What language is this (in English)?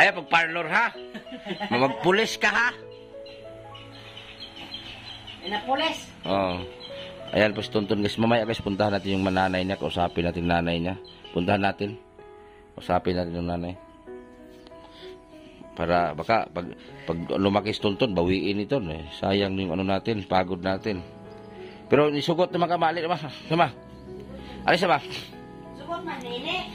Filipino